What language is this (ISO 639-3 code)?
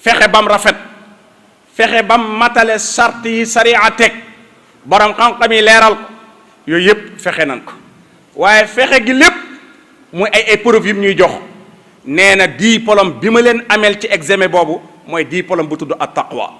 wol